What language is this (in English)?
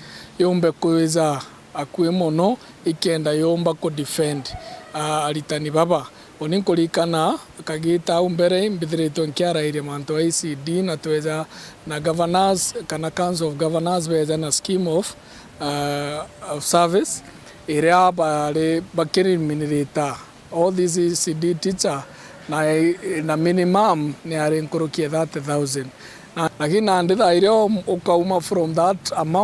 Meru